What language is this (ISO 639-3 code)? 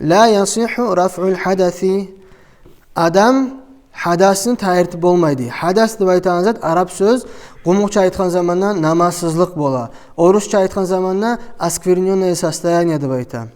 kum